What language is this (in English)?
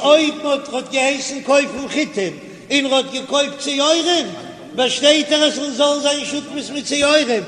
Yiddish